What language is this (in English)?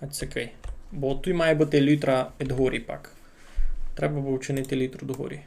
Rusyn